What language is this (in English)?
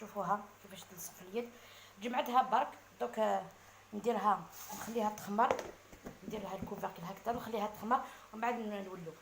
Algerian Arabic